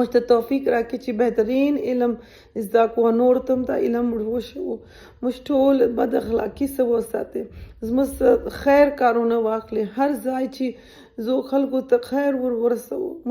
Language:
Pashto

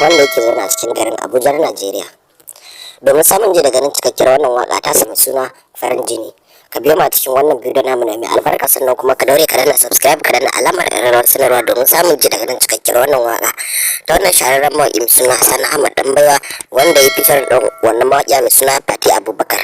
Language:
Hausa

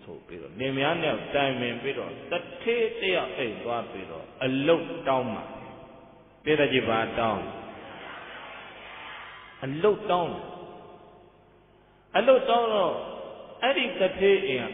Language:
Burmese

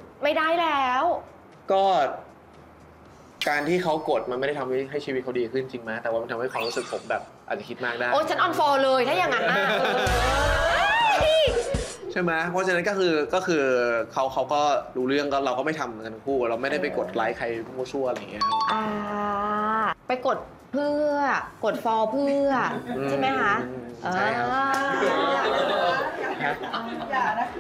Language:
Thai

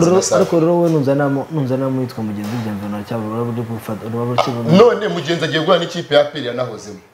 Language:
Kinyarwanda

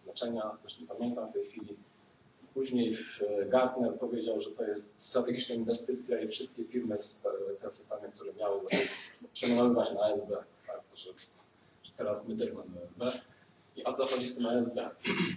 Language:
Polish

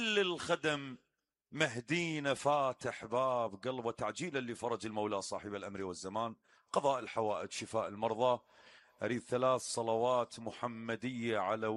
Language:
Mesopotamian Arabic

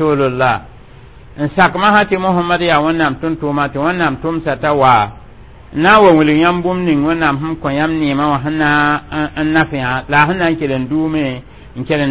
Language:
Mossi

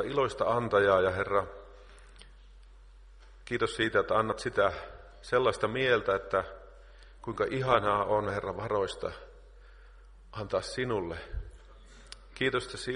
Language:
Finnish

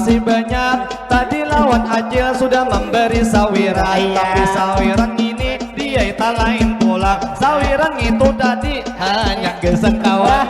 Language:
Banjar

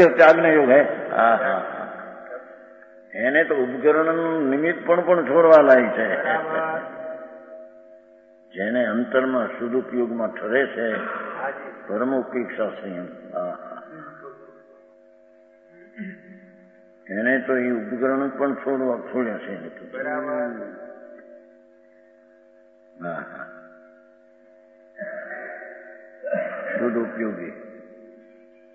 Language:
Gujarati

